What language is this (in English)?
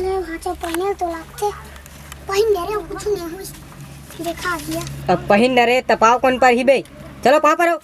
Chhattisgarhi